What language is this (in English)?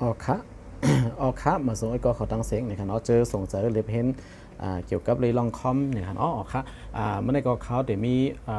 Shan